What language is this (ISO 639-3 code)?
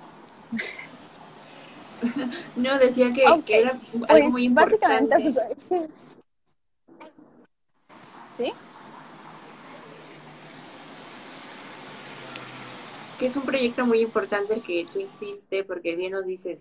spa